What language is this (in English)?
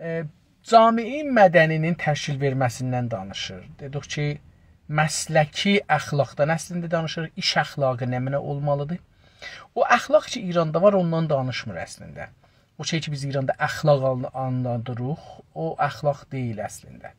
South Azerbaijani